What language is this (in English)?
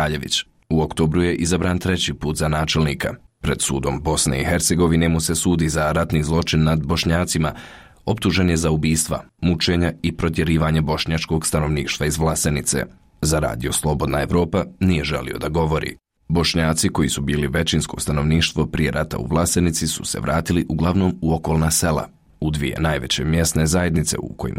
Bosnian